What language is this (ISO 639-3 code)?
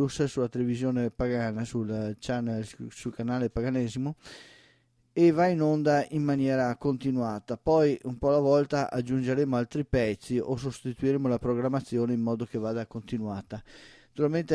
ita